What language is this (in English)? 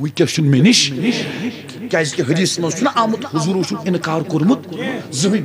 Kashmiri